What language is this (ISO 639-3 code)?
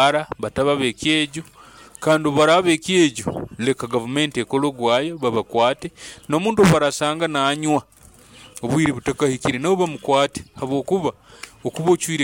nyo